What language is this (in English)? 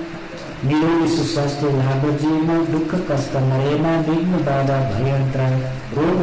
Newari